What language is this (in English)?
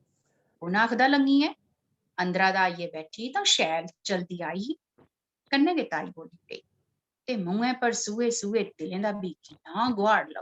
Dogri